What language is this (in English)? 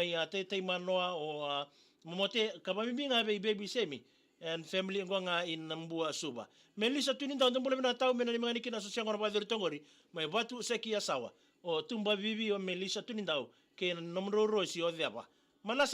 Fijian